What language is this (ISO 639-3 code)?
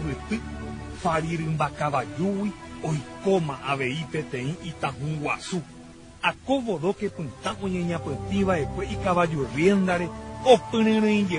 grn